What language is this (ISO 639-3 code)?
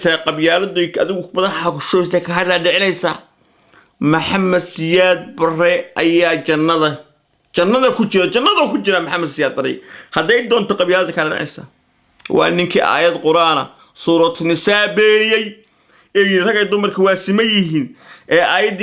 som